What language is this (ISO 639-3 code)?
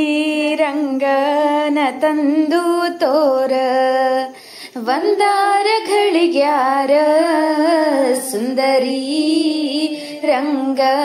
kan